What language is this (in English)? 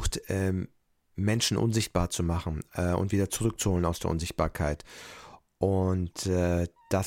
German